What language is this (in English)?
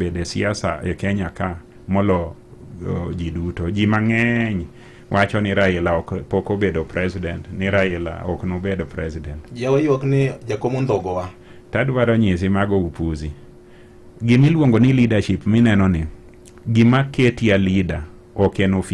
Luo (Kenya and Tanzania)